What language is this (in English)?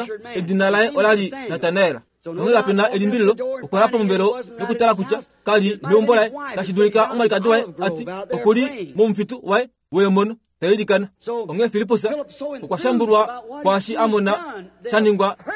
Kuanyama